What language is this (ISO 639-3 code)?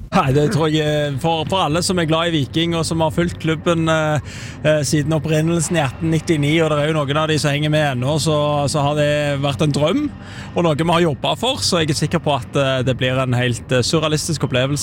nor